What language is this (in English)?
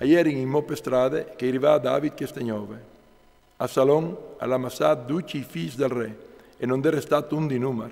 Friulian